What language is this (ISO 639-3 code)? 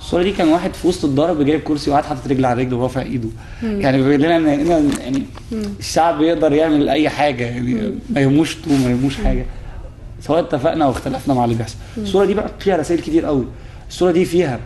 arz